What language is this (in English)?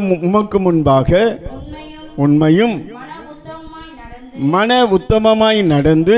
Tamil